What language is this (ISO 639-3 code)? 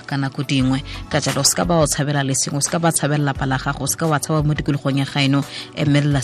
tsn